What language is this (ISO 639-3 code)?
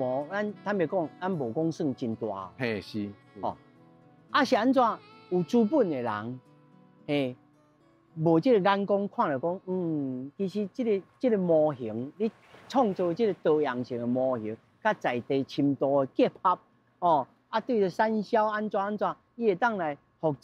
nan